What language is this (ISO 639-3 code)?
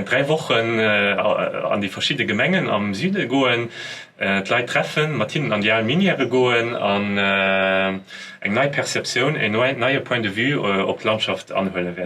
ltz